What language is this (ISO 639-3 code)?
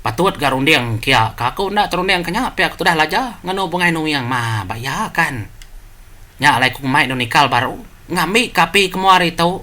iba